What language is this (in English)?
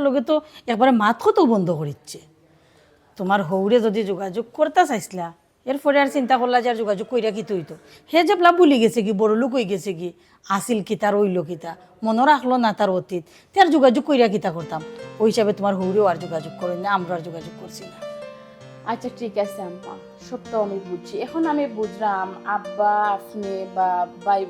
Sylheti